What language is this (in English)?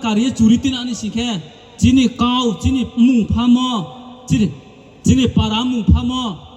Riang (India)